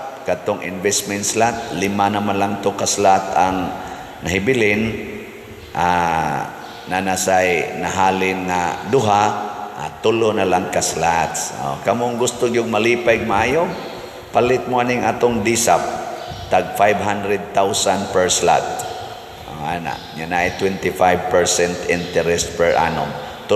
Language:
Cebuano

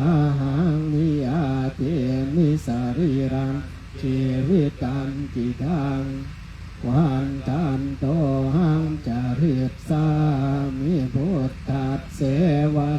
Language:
Pali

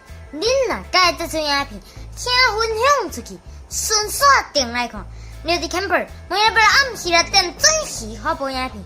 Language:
Min Nan Chinese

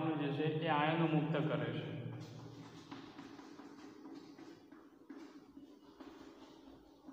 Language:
Gujarati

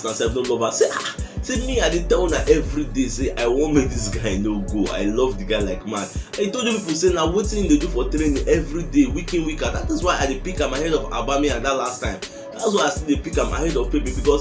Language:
Nigerian Pidgin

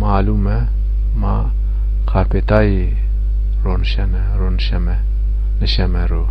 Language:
Zaza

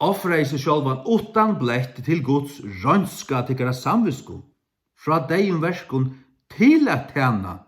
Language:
Faroese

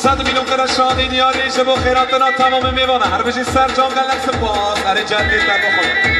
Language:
Kurdish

